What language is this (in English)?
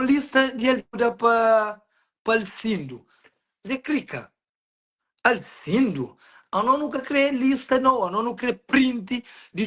Kabuverdianu